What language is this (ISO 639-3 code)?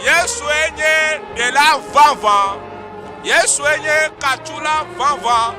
ewe